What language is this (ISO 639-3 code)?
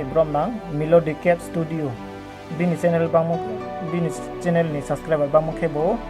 ria